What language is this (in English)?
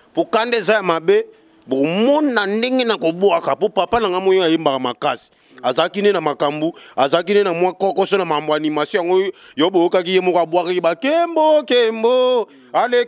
Lingala